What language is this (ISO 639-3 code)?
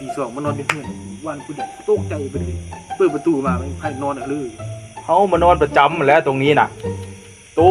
tts